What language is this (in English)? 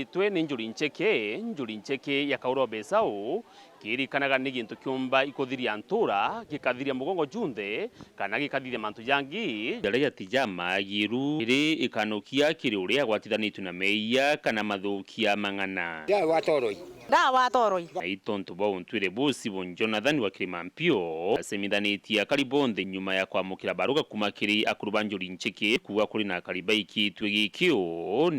Meru